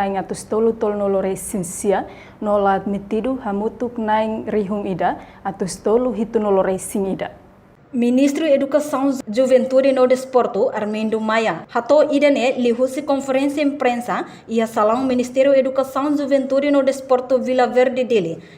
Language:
Tetum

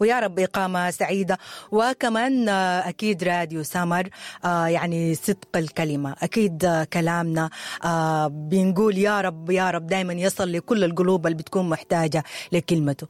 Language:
Sudanese Arabic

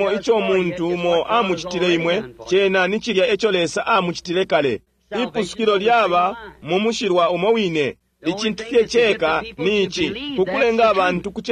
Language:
Bemba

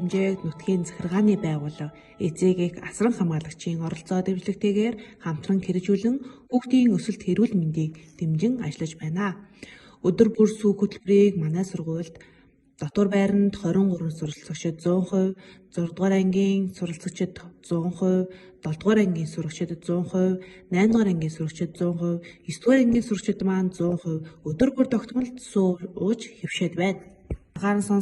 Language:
Mongolian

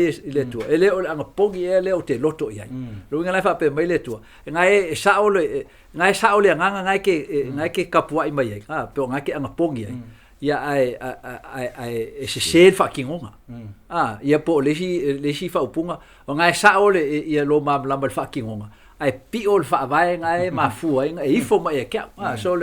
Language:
Samoan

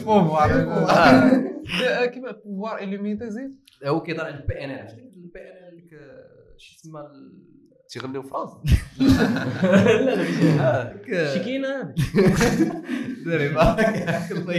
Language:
Moroccan Arabic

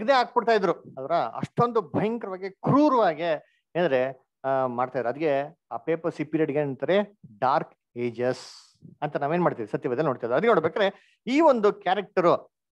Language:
Kannada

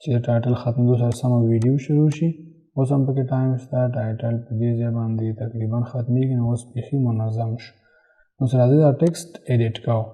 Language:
Pashto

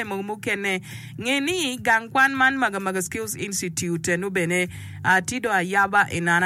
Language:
Acoli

